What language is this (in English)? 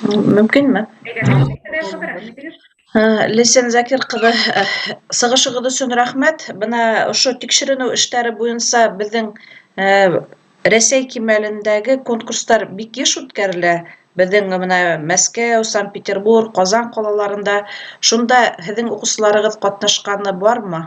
Bashkir